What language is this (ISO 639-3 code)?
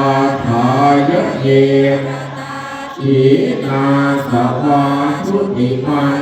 pli